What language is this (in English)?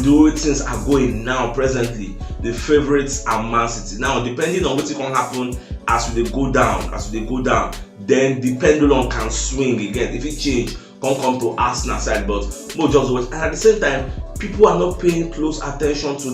Nigerian Pidgin